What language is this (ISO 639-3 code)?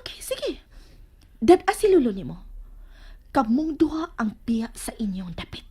ceb